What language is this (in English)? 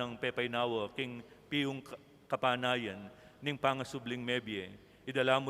Pampanga